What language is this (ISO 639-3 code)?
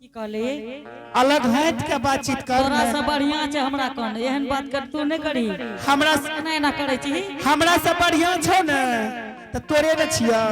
anp